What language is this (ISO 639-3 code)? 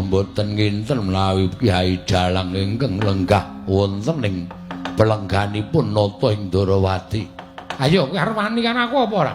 jav